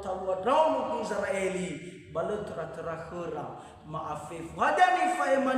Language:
Nias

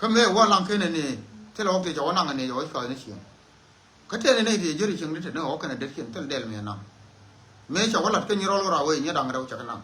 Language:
Nuer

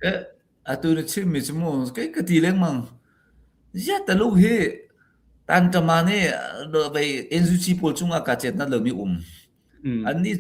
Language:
Hakha Chin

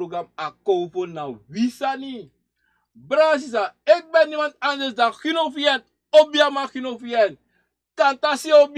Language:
Sranan Tongo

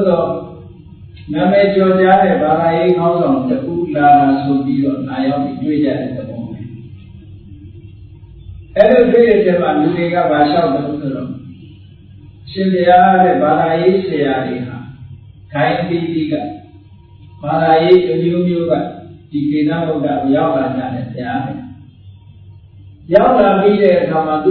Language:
Burmese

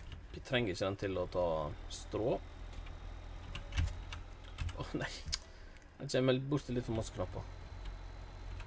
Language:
Norwegian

